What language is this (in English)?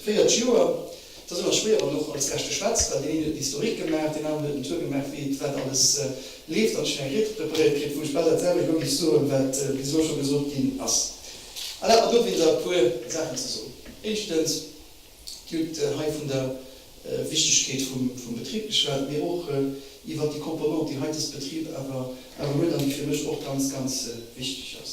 Luxembourgish